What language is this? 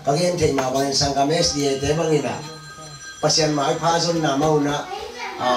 Tedim Chin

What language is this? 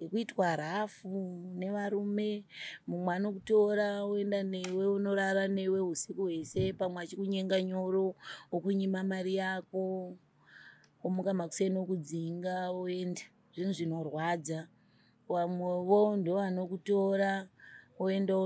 Shona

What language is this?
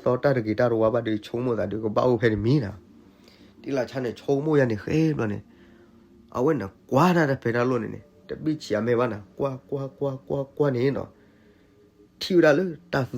S'gaw Karen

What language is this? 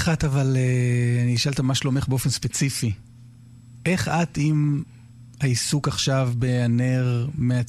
Hebrew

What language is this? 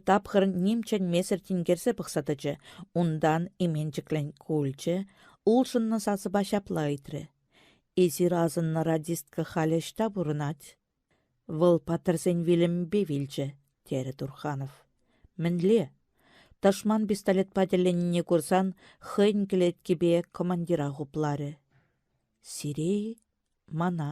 Chuvash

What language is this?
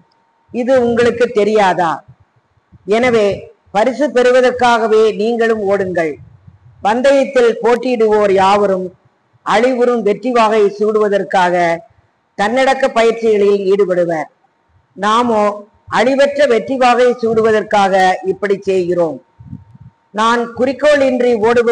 Tamil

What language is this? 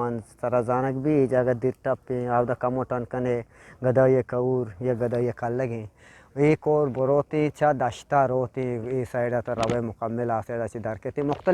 Eastern Balochi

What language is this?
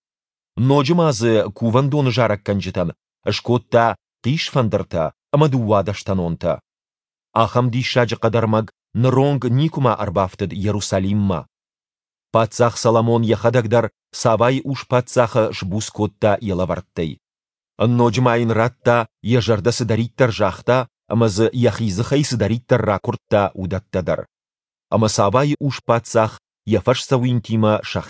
Ossetic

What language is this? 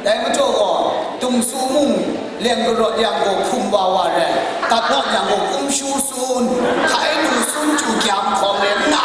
Kachin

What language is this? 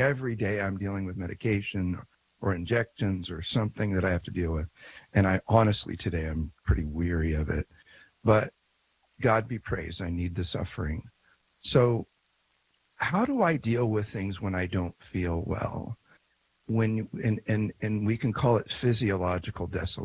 English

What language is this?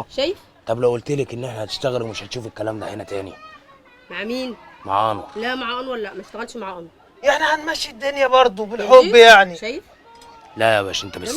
Egyptian Arabic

